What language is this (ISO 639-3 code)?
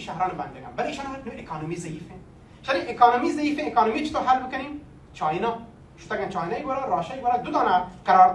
bal